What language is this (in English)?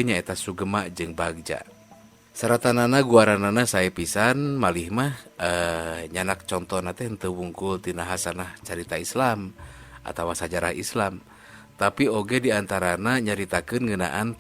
Sundanese